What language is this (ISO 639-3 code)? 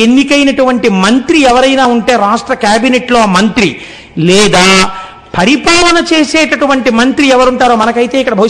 tel